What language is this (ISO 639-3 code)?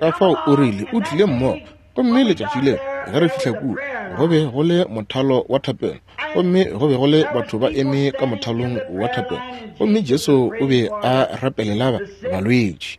nso